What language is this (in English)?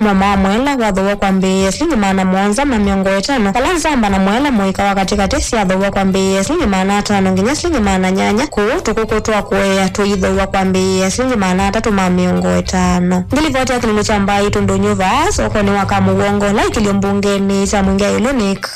Kamba